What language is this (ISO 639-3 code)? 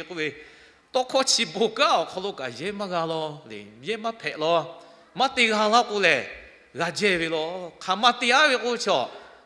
lhu